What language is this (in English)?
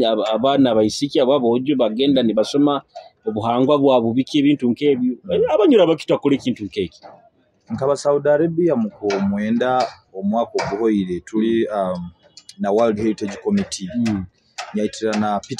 Nyoro